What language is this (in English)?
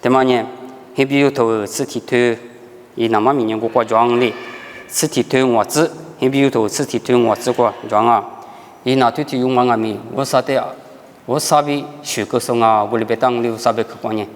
Lisu